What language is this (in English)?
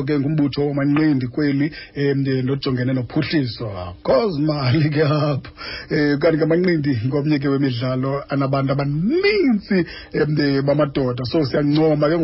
Xhosa